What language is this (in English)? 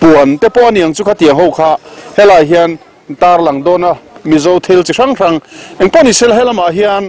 Mizo